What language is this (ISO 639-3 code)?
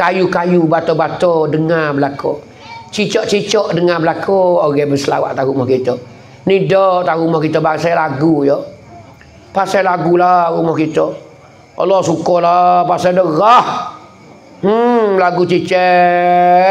mfa